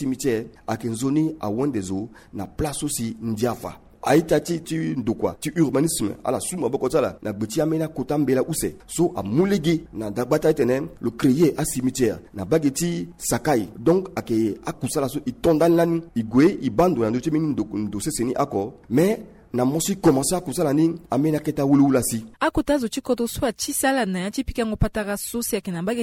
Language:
Sango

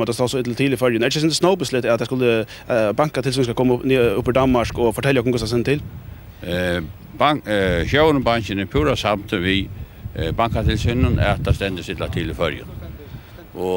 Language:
Faroese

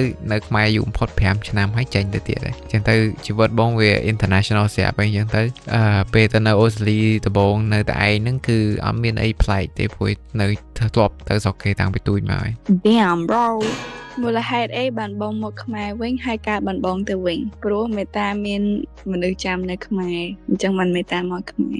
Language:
Khmer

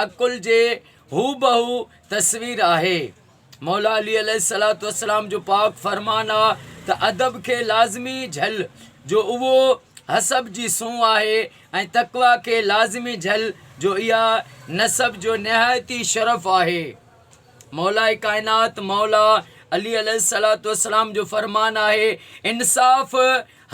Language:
Sindhi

